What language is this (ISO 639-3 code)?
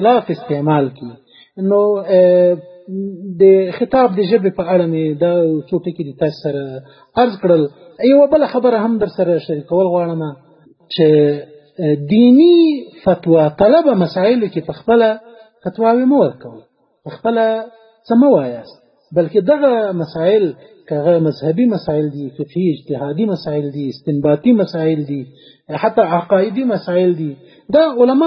pus